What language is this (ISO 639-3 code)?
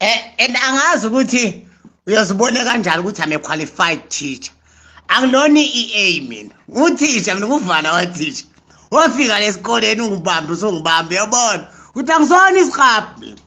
zul